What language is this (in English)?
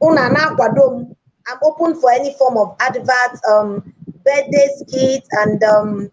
Igbo